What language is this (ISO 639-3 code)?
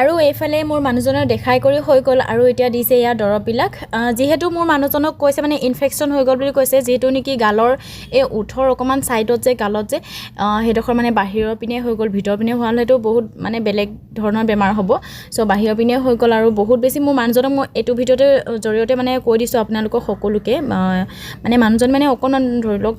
asm